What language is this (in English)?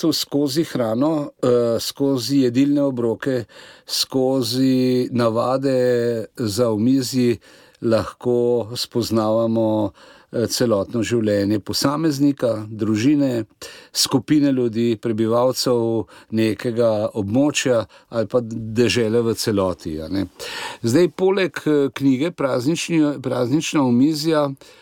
Slovenian